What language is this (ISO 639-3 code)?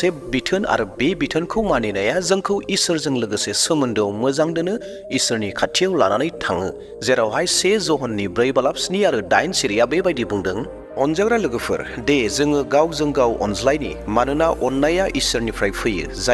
brx